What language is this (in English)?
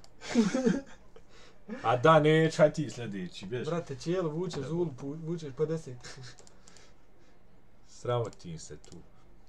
Bosnian